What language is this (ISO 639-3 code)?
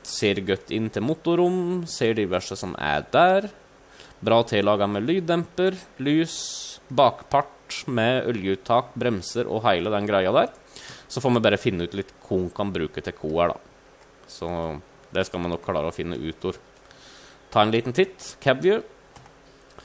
nor